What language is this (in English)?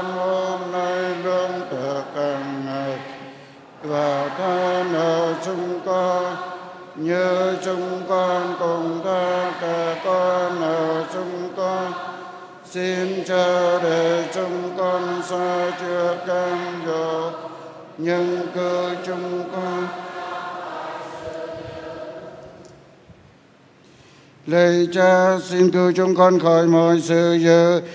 Vietnamese